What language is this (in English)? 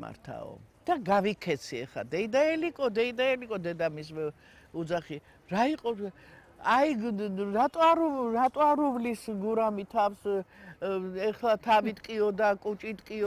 Georgian